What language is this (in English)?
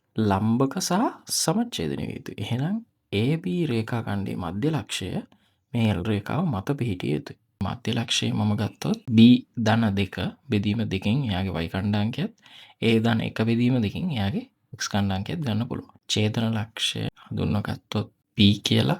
Sinhala